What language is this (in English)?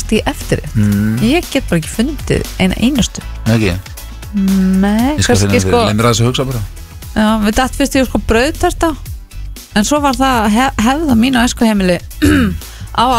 Icelandic